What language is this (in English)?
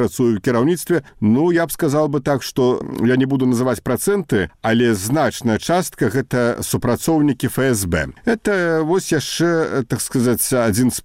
Belarusian